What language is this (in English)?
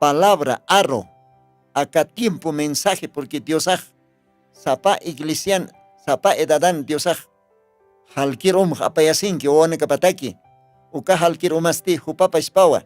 Aymara